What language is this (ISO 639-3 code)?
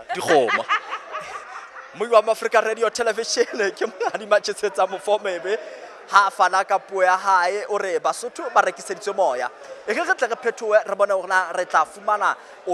sot